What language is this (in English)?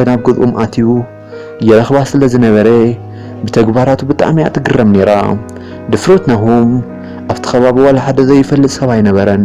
Tigrinya